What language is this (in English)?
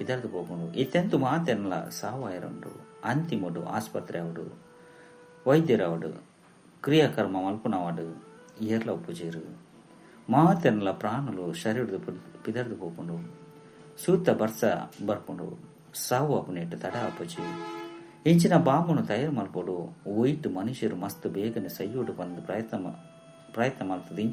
Tulu